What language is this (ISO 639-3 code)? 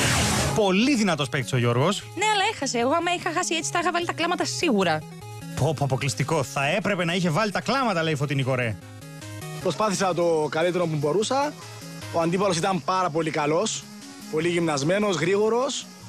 ell